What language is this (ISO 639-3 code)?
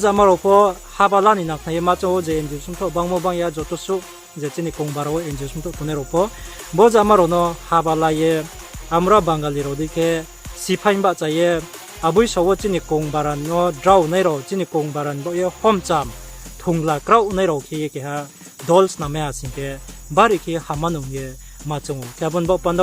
ria